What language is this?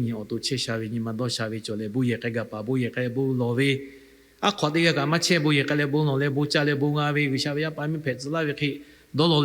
Lahu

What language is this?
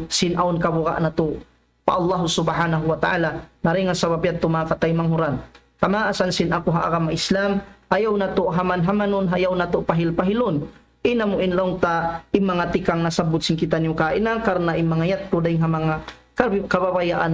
Tausug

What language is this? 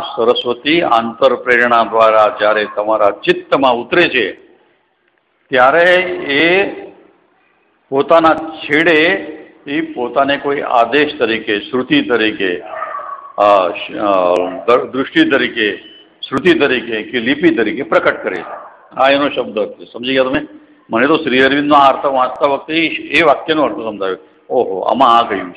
Gujarati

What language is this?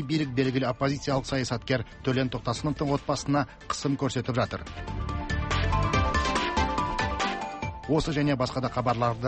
Kazakh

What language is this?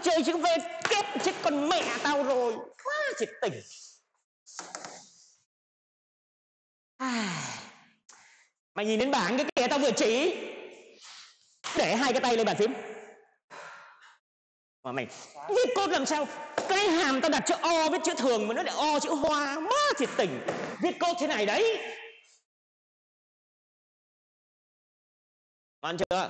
Vietnamese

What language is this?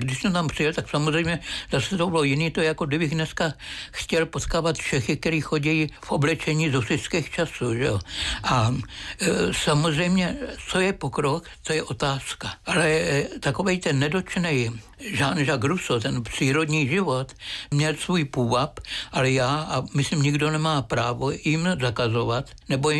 Czech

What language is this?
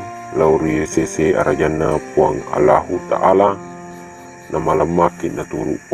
Buginese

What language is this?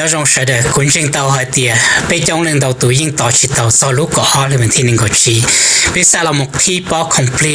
Hmong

